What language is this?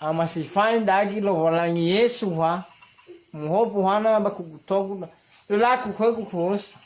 Nias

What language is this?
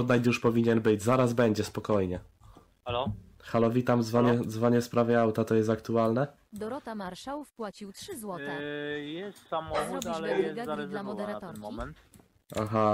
Polish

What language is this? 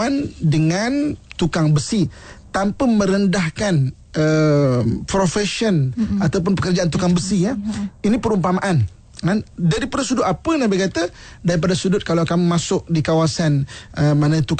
Malay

